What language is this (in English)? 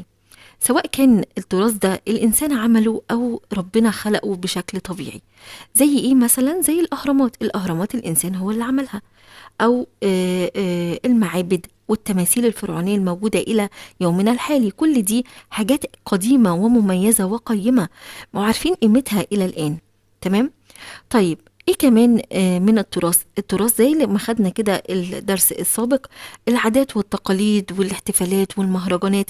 Egyptian Arabic